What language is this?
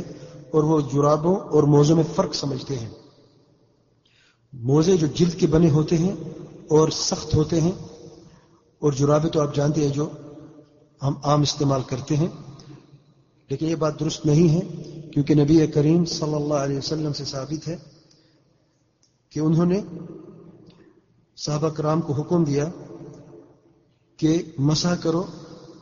Urdu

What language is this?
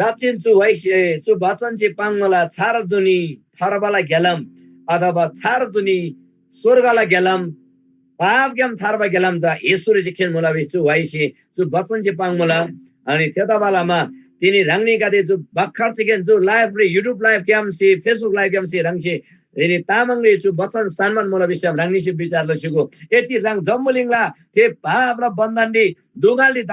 Eastern Tamang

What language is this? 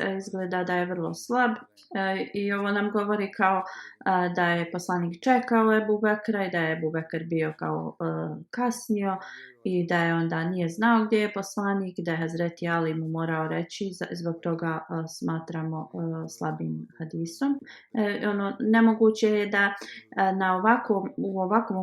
Bosnian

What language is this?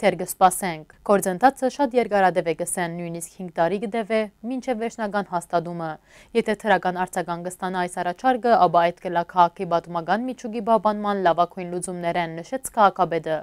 Western Armenian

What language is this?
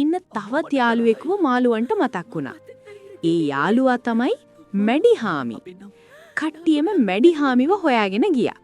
Sinhala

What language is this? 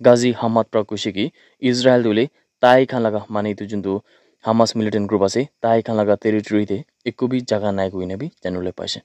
Naga Pidgin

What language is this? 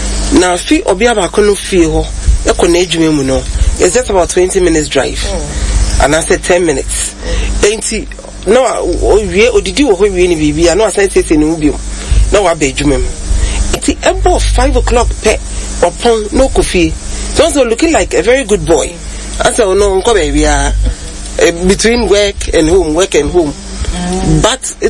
Akan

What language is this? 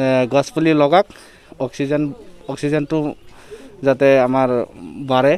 Assamese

